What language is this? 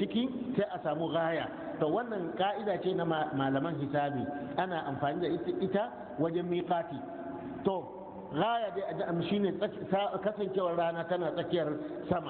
Hausa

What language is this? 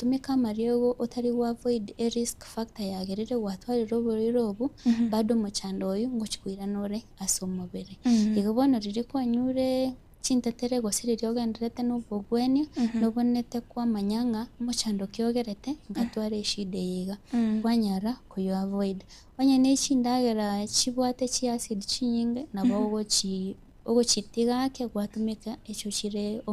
Gusii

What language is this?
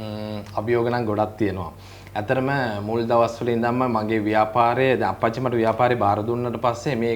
Sinhala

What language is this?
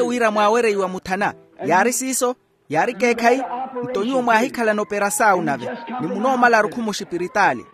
Makhuwa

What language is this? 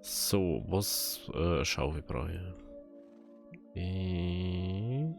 Bavarian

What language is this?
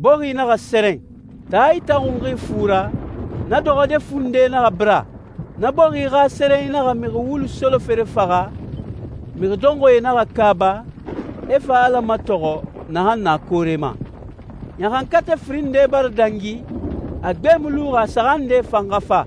Susu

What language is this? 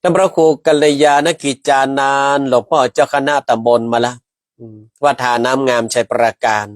Northern Thai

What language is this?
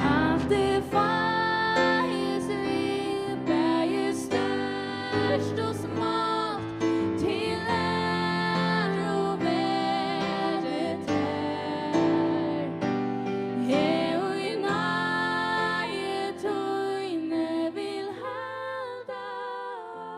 Faroese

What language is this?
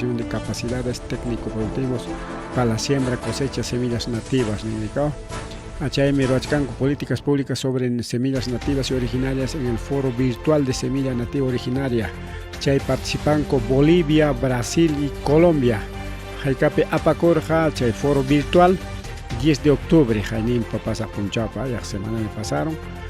Ayacucho Quechua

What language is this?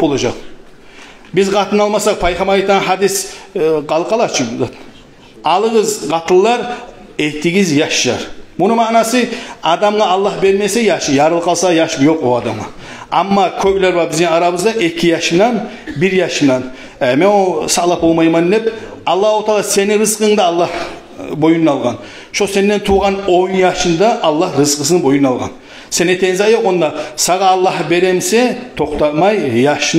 Kumyk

